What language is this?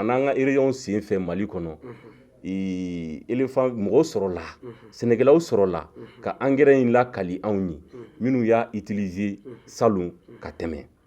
Bambara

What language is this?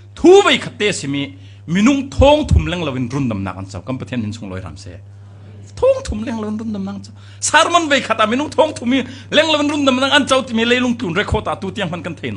Falam Chin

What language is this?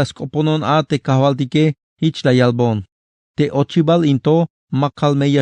Tzeltal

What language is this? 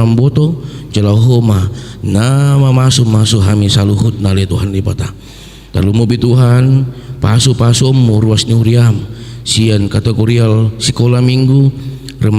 Batak Toba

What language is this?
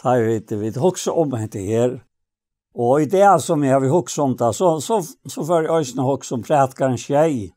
Faroese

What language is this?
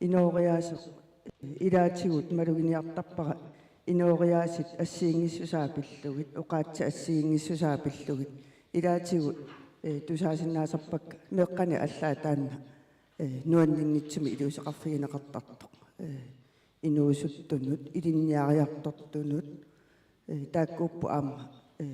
Kalaallisut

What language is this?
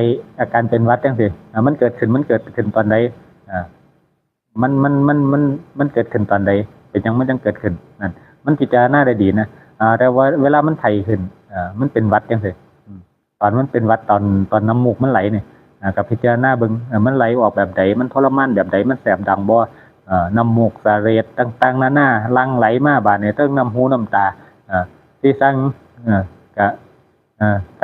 Northeastern Thai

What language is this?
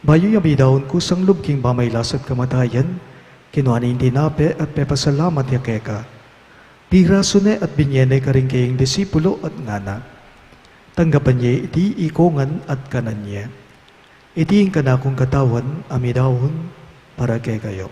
Pampanga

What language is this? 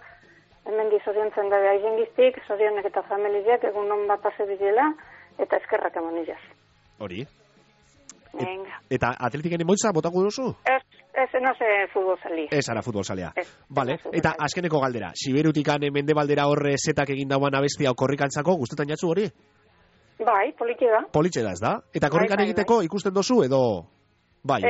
Basque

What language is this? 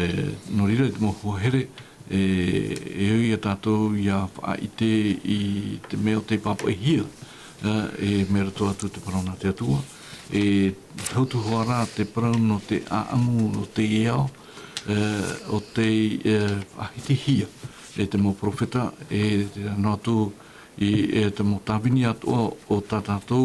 Tahitian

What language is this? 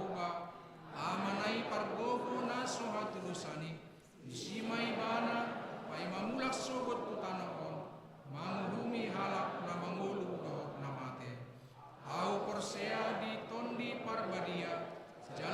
Batak Toba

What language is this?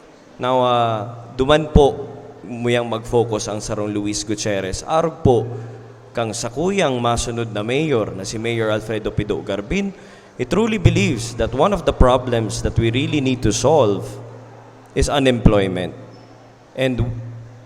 Bikol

